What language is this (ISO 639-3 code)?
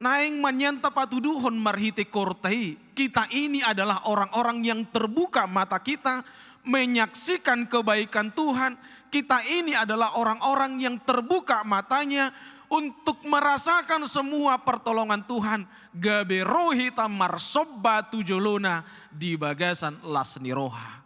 bbc